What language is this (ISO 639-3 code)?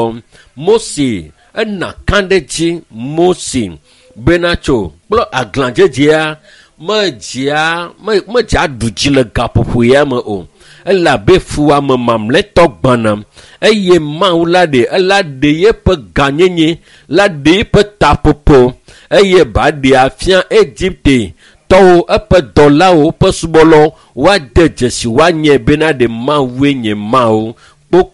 ewe